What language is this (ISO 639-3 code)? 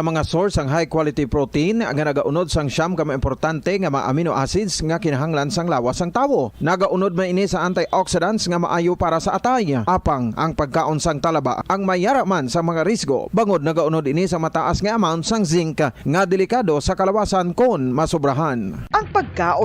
hil